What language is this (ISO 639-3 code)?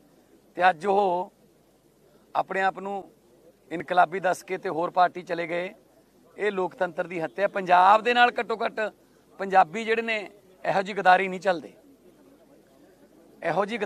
pan